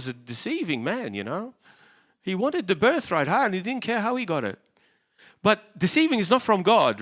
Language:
English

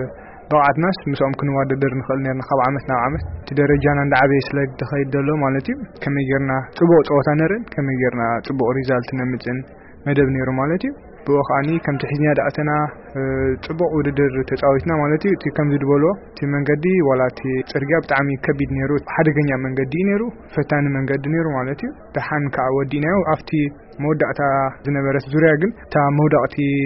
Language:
Tigrinya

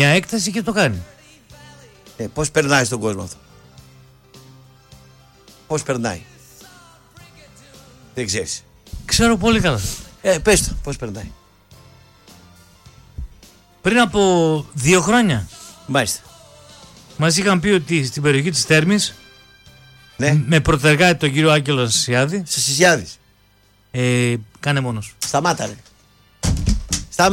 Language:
Greek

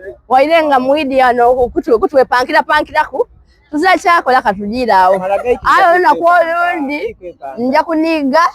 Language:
Soga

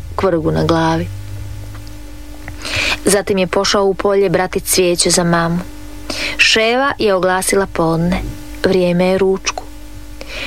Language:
Croatian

